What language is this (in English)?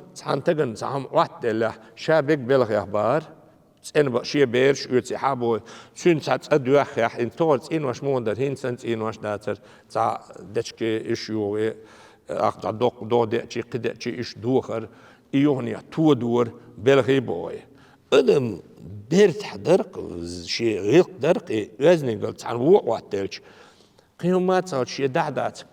Chechen